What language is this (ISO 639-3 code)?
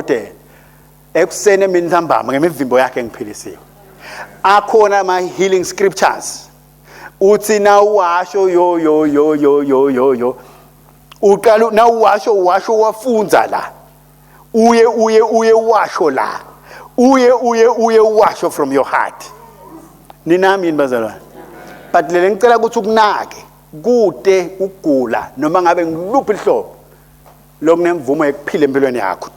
ssw